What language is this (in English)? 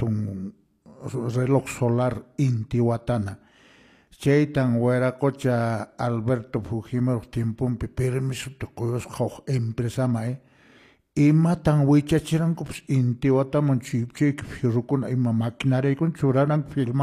Quechua